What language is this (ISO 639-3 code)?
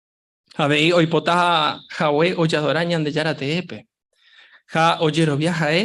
grn